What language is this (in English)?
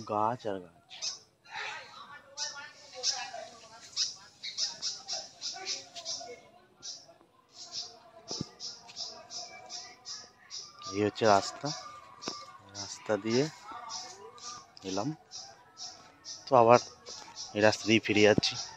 Bangla